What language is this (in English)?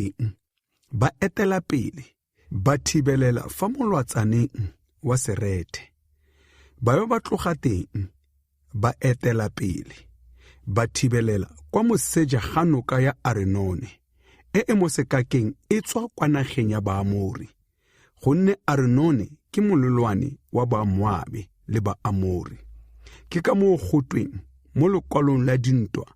Tswana